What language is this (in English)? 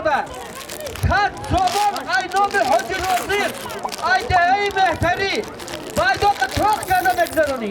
Tajik